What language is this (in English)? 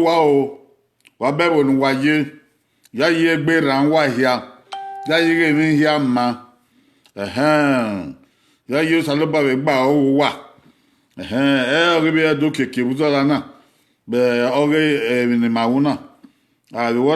Bini